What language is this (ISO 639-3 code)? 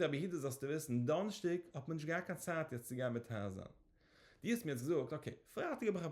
yid